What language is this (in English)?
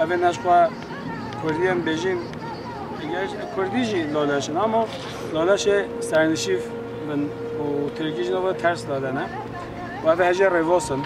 Kurdish